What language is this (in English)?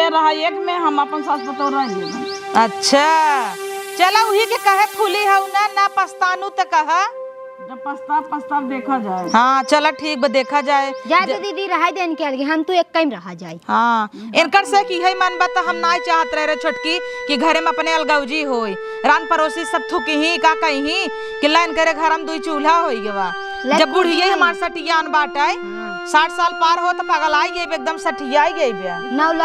Awadhi